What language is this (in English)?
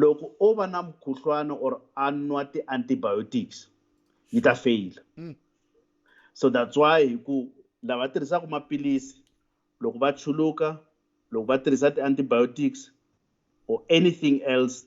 Tsonga